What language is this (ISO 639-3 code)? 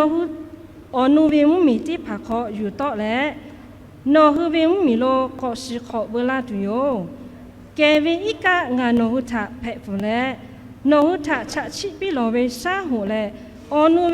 lhu